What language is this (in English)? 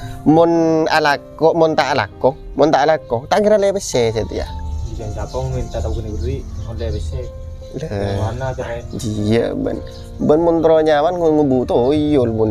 Madurese